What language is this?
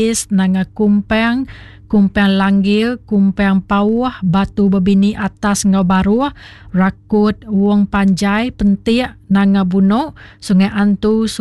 Iban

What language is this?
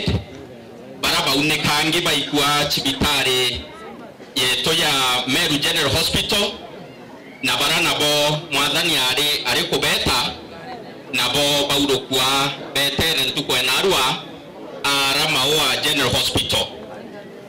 Meru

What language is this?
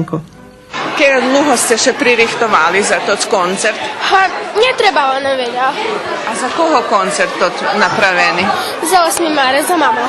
Rusyn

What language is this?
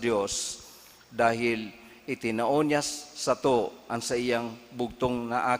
Bikol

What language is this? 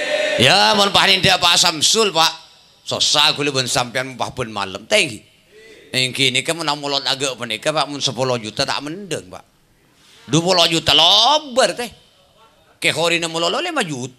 Madurese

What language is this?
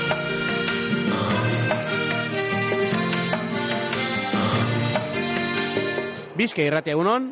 Basque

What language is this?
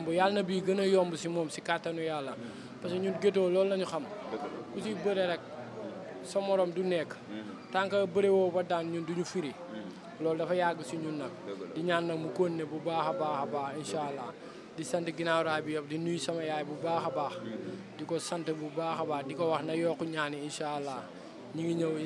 Wolof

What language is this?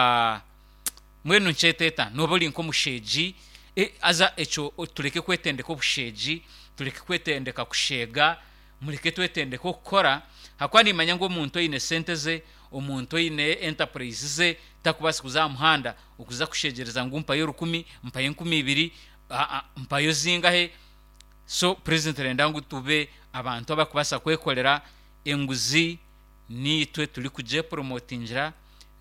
Nyankole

